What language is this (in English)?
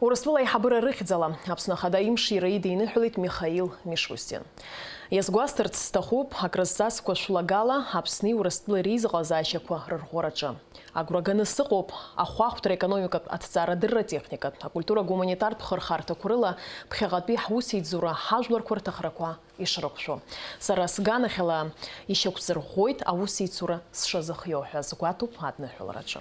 Abkhazian